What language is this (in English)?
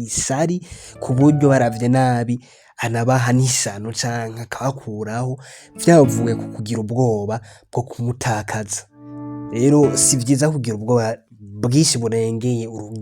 Rundi